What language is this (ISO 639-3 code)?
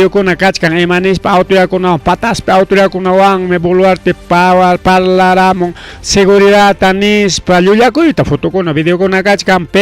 quy